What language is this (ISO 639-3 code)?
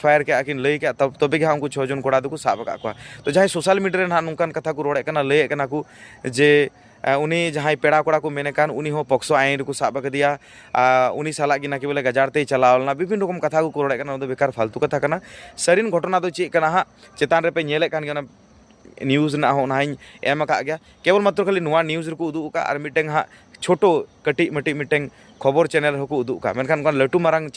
sat